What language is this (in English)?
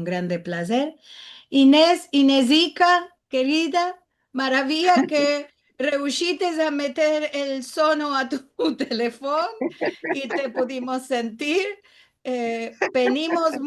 Ladino